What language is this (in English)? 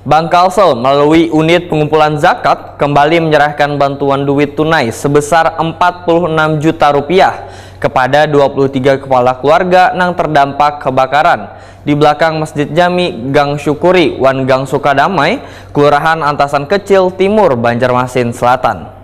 Banjar